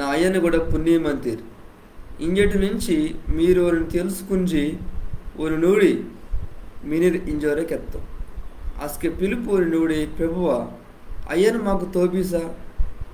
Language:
Koya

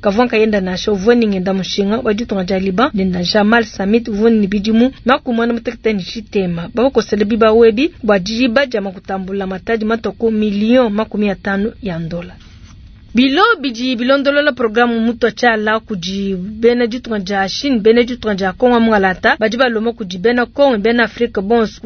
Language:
Luba-Lulua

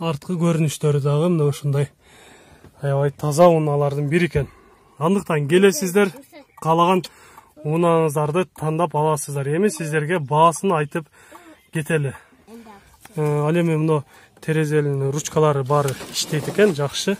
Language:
Kyrgyz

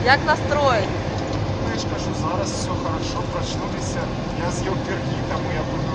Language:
Belarusian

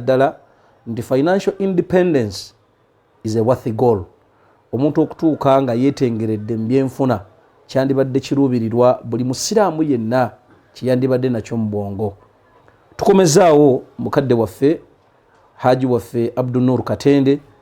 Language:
Ganda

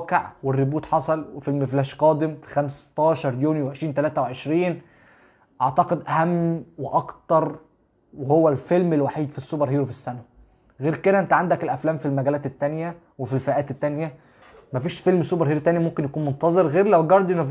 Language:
Egyptian Arabic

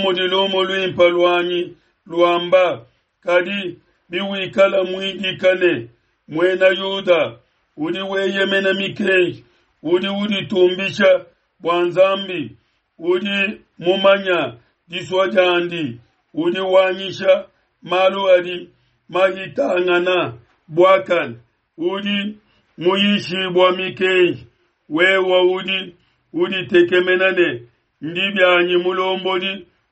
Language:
Luba-Lulua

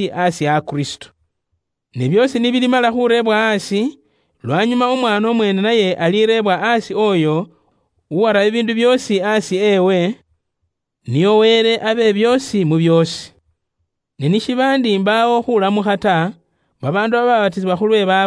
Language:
Luyia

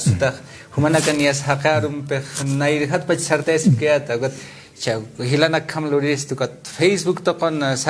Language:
Aymara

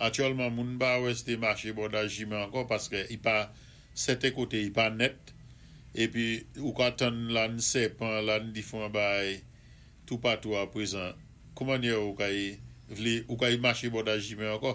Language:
Saint Lucian Creole French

